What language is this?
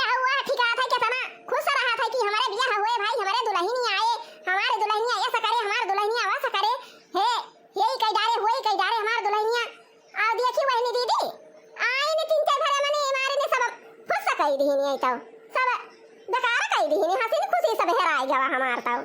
Awadhi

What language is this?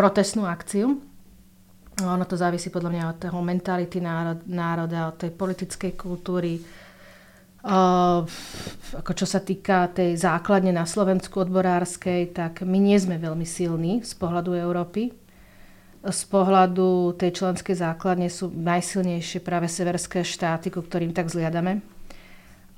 Slovak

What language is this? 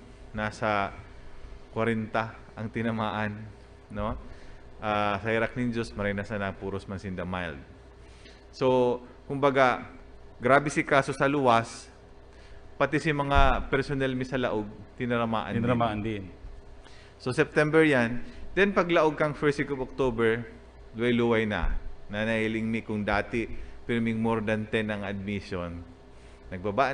Bikol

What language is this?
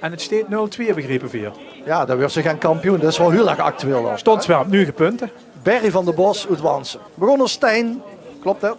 Limburgish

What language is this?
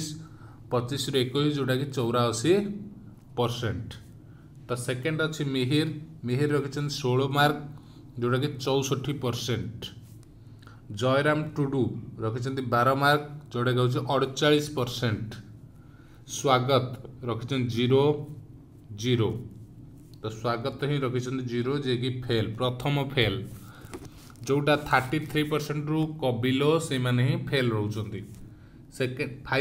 Odia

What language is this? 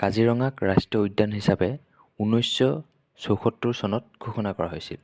Assamese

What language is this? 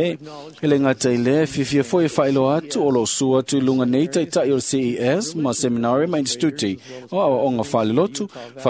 Samoan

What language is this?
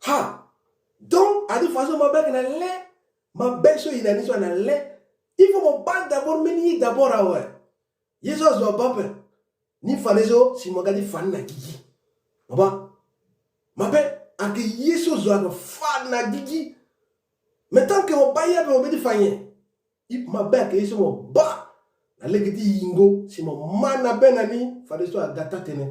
Sango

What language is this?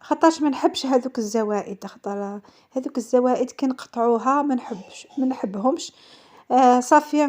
Algerian Arabic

